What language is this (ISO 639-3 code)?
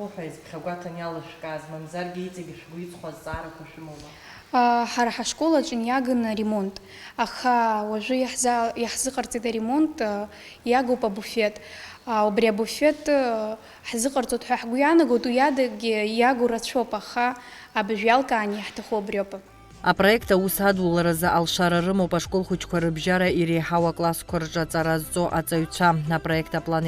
abk